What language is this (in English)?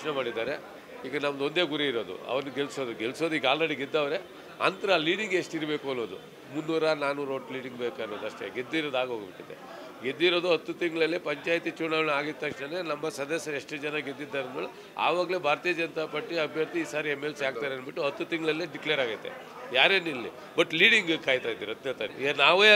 Kannada